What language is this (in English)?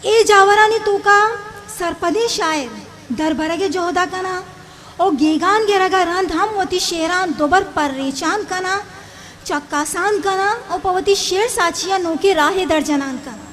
Eastern Balochi